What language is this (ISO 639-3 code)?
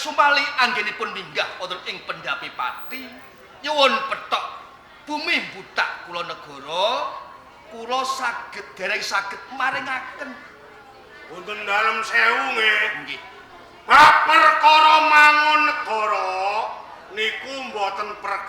jav